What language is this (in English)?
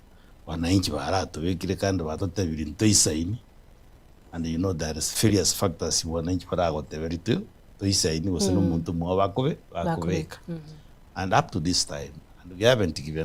Gusii